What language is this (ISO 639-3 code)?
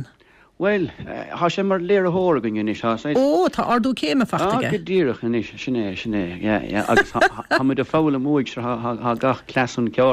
gle